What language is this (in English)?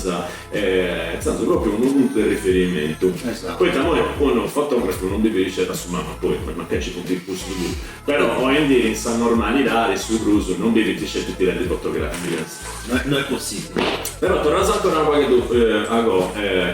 Sardinian